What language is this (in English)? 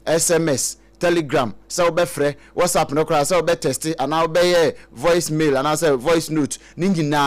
Akan